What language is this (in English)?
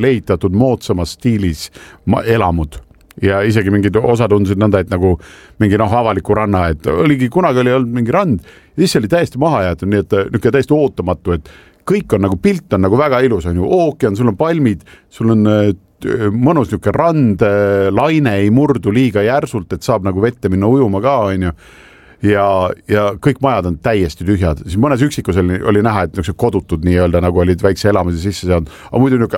Estonian